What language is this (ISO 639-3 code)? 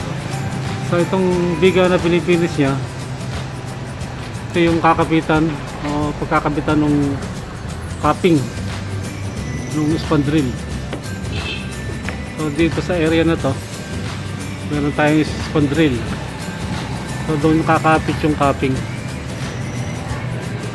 fil